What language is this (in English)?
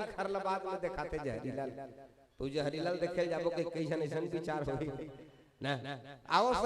Chhattisgarhi